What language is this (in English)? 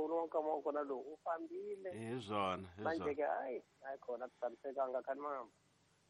Tsonga